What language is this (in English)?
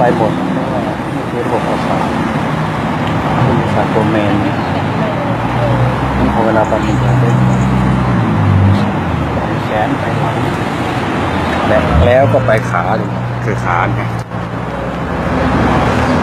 Thai